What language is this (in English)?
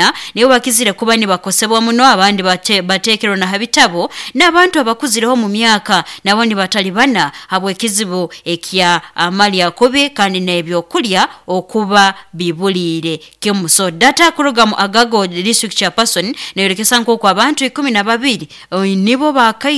Nyoro